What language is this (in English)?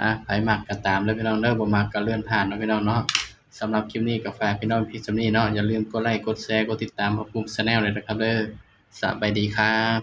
Northeastern Thai